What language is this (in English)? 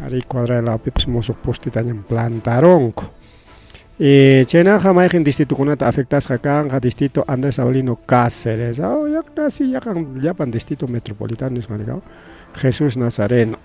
Ayacucho Quechua